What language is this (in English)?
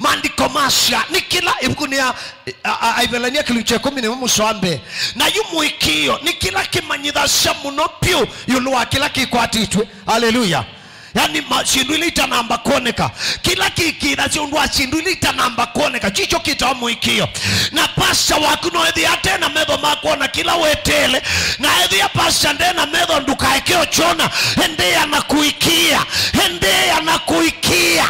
Kamba